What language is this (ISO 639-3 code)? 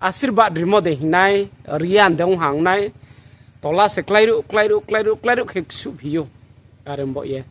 ria